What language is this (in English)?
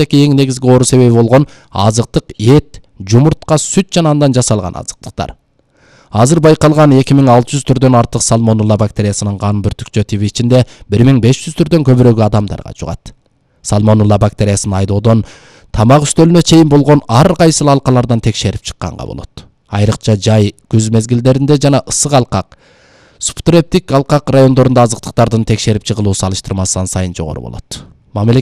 Kyrgyz